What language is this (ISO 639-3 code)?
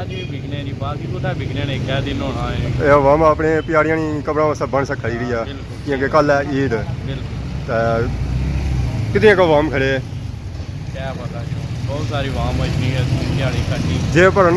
phr